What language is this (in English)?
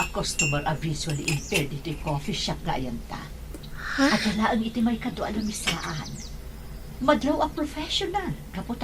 Iloko